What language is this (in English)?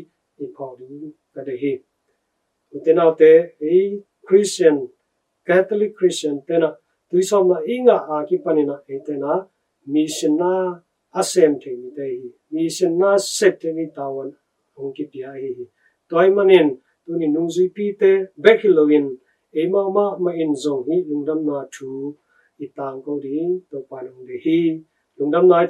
Tedim Chin